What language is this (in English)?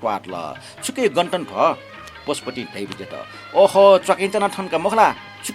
Newari